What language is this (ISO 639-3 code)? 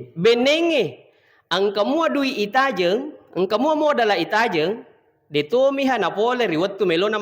bug